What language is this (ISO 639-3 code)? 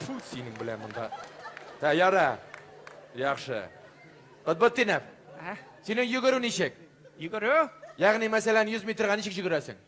tat